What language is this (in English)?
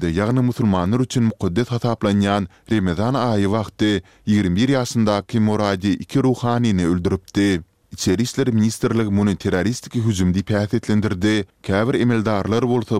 Turkmen